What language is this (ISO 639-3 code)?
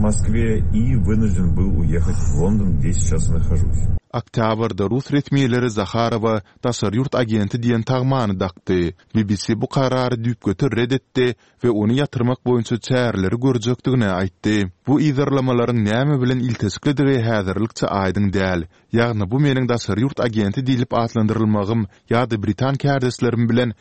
tuk